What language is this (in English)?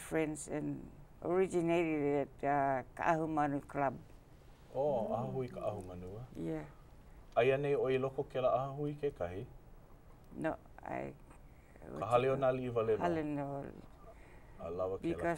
Hawaiian